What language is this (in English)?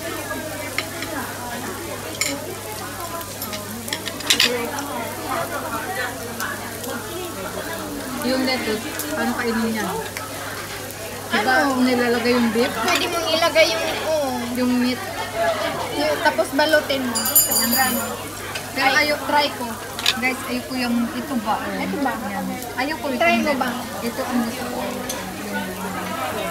Filipino